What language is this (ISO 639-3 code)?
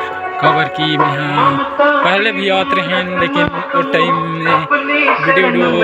hne